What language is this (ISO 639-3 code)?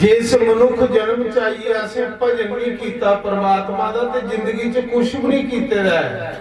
doi